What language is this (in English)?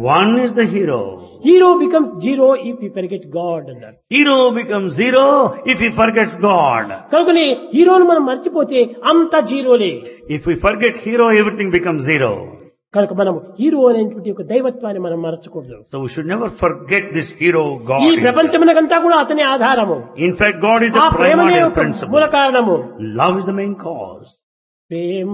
Telugu